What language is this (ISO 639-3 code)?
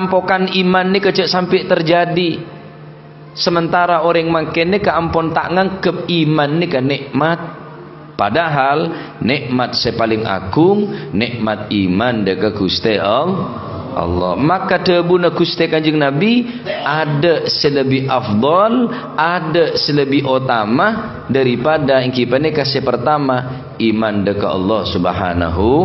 mad